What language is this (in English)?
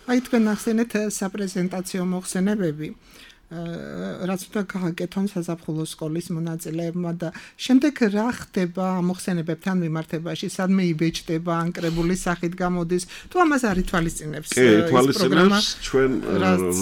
Georgian